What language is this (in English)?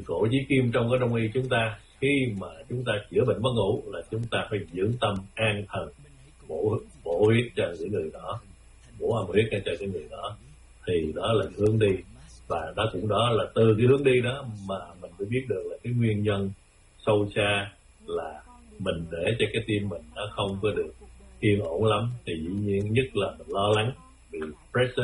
Vietnamese